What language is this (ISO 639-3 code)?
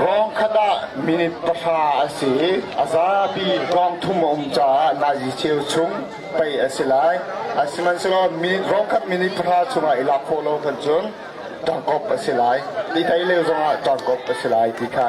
cnh